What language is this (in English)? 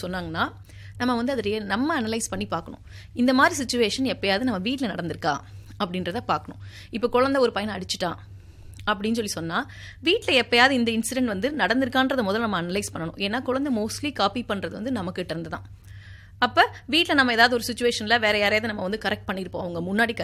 Tamil